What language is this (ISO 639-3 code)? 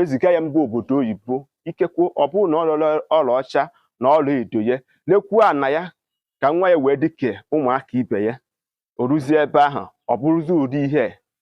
ibo